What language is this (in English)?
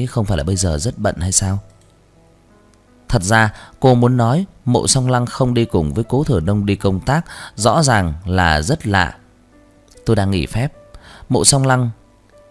Vietnamese